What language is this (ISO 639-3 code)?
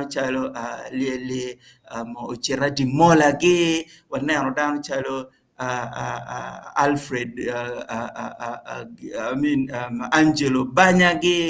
ach